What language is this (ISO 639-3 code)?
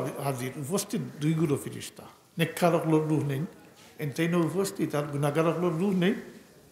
syl